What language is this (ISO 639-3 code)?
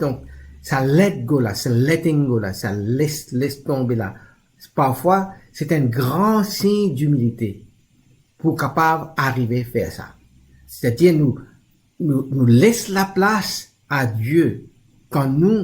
mfe